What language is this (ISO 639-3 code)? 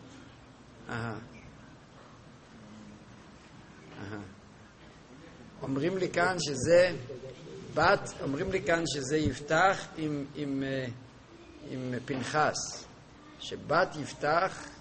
heb